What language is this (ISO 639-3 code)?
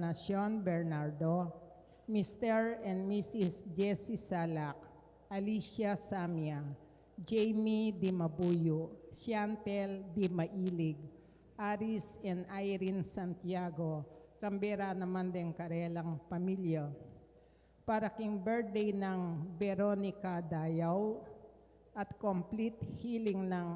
pam